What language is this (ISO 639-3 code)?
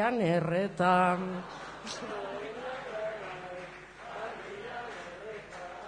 eus